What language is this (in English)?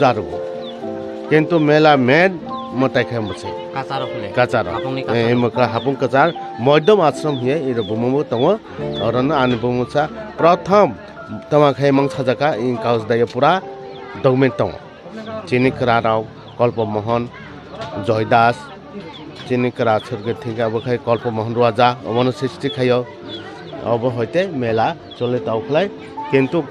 Kok Borok